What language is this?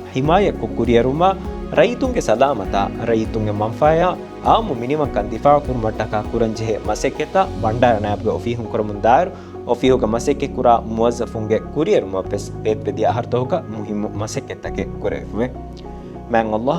Divehi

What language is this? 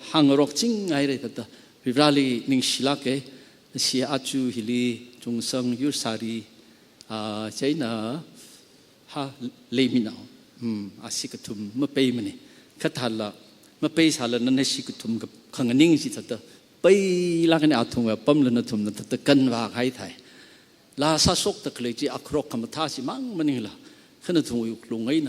Tangkhul Naga (India)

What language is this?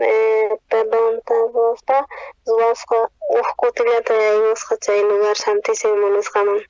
South Bolivian Quechua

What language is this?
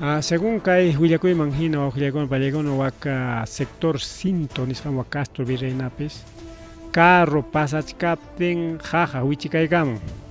Ayacucho Quechua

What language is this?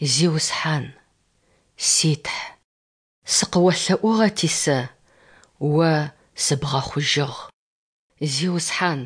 Adyghe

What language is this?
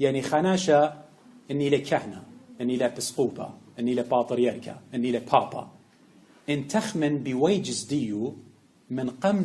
Assyrian Neo-Aramaic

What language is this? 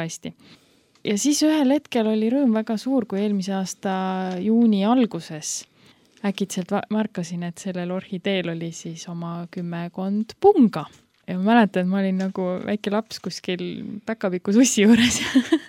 Estonian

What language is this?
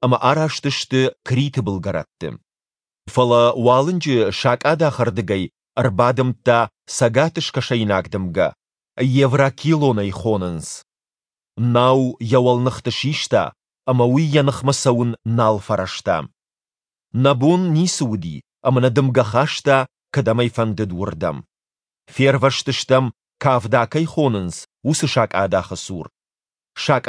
Ossetic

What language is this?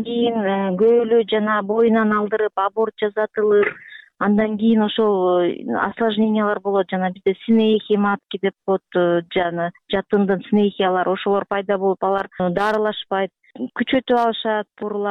Kyrgyz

